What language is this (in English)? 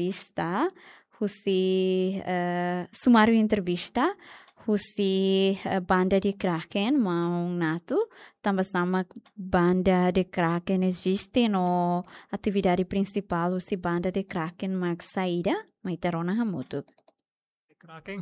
Tetum